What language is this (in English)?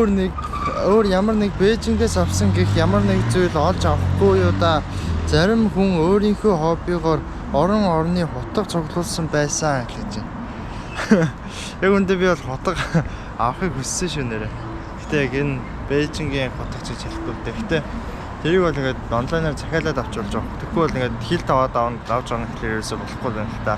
Mongolian